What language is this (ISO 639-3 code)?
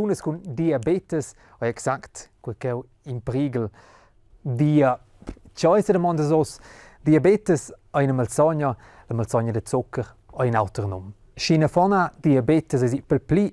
roh